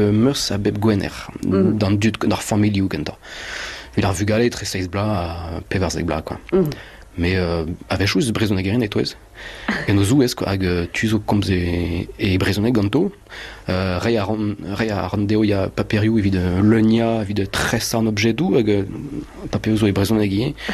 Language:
Breton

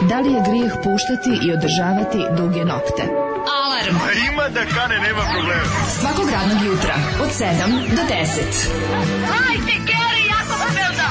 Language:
Serbian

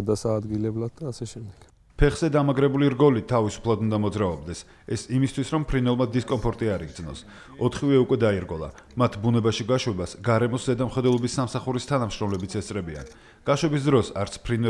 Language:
Georgian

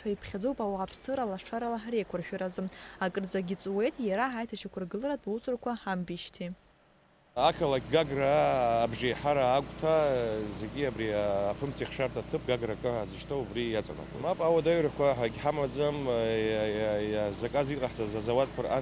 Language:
Abkhazian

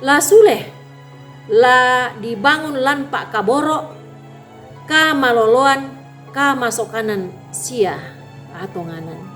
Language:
Toraja-Sa'dan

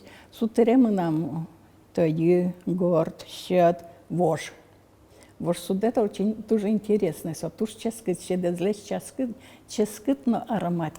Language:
Udmurt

